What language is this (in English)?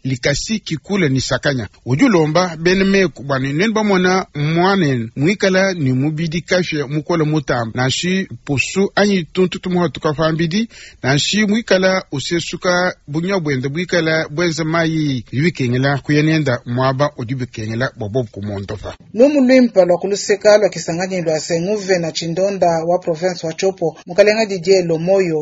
Luba-Lulua